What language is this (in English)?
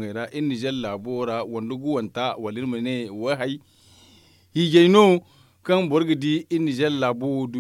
Zarma